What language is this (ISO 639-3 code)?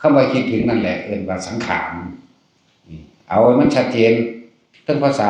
tts